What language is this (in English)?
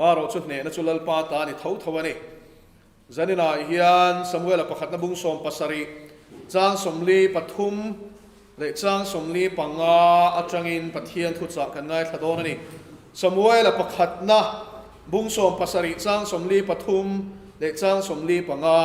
Mizo